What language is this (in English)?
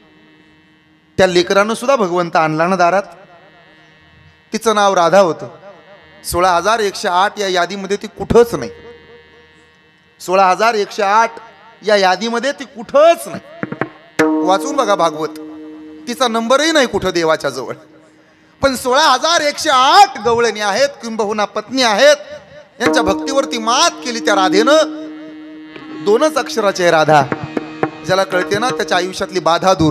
Marathi